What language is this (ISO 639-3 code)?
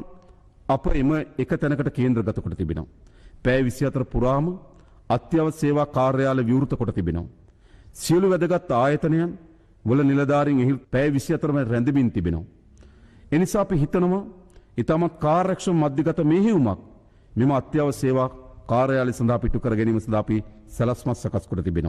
sin